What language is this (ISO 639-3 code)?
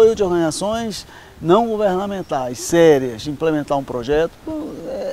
por